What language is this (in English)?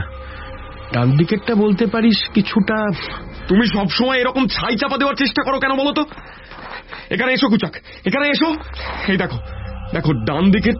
Bangla